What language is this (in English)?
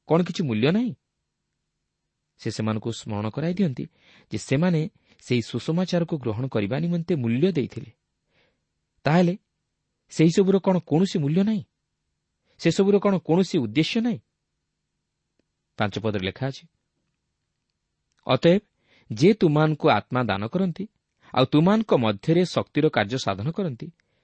Odia